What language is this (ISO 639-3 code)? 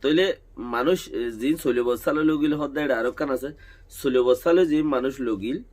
rhg